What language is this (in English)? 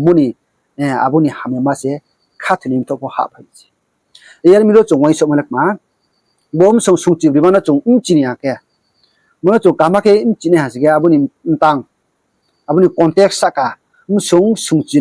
Riang (India)